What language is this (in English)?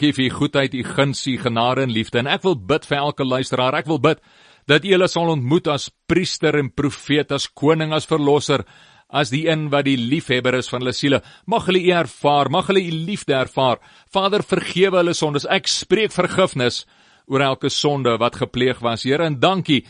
Afrikaans